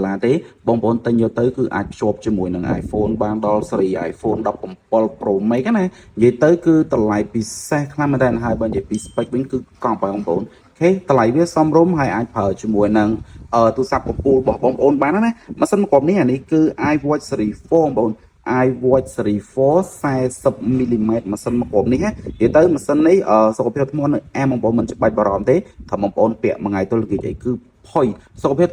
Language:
Khmer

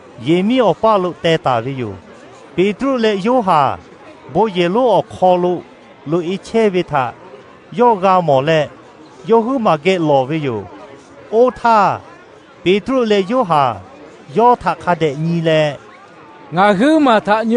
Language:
Lahu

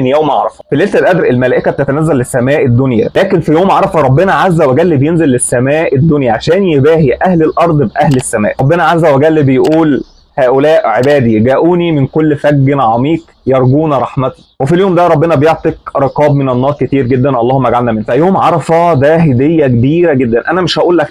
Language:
Egyptian Arabic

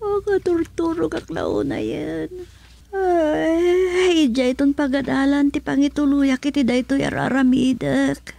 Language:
Iloko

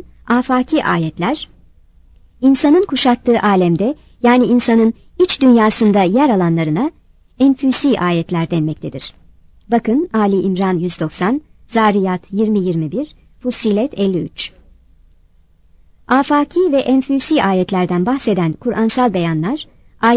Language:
Turkish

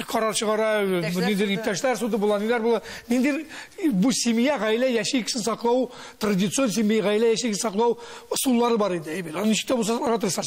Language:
Tatar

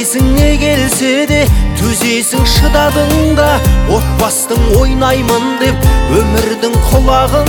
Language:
Kazakh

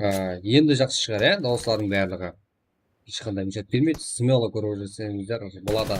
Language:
Kara-Kalpak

